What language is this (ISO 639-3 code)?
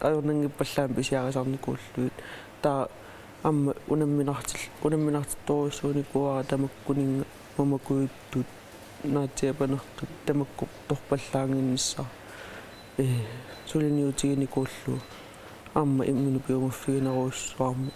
kal